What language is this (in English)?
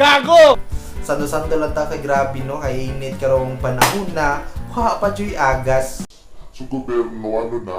Cebuano